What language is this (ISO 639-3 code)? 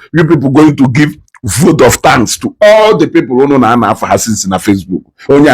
ibo